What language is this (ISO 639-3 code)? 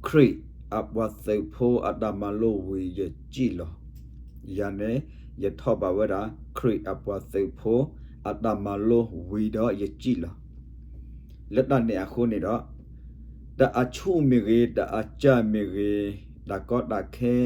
ksw